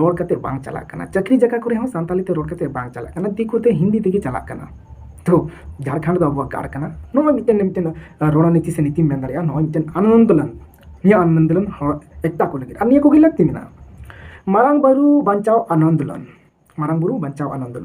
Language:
Santali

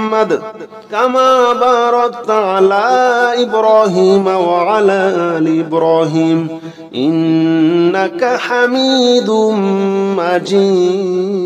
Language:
Arabic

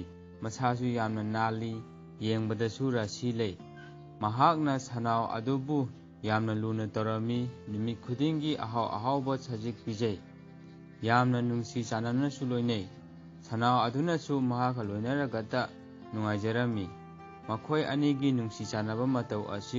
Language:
Manipuri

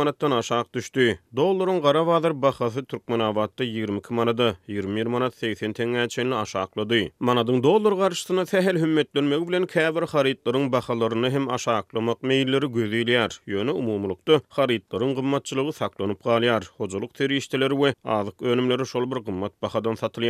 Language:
Turkmen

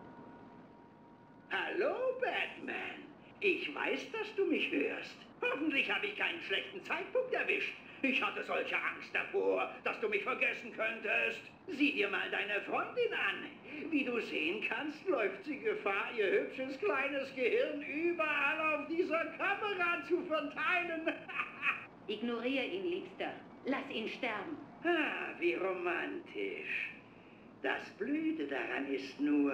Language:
German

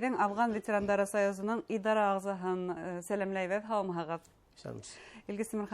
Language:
Bashkir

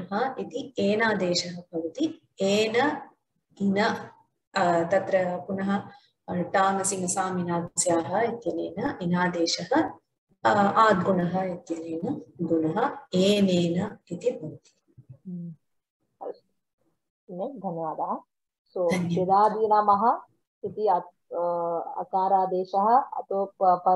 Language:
Sanskrit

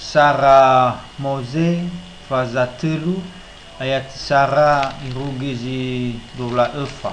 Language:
Nias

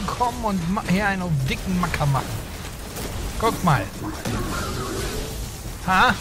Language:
German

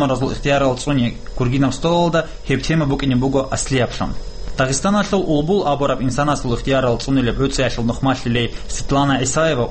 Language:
Avaric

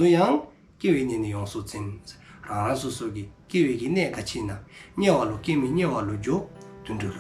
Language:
Dzongkha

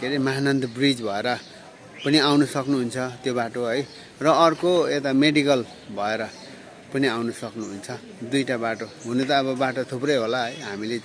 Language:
Nepali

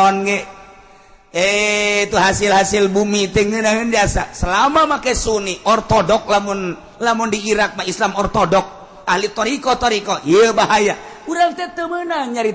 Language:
Sundanese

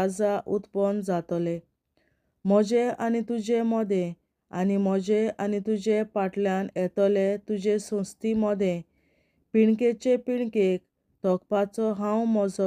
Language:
Konkani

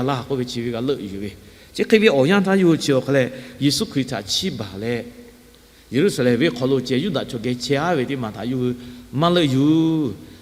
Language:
Lahu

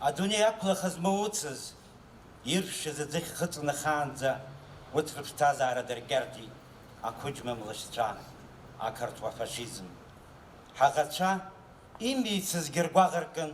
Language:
Abkhazian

